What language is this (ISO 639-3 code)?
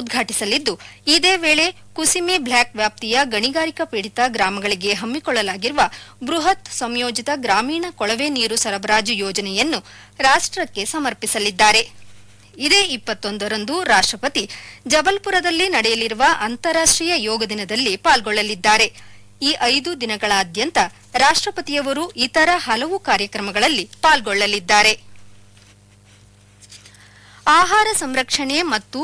kan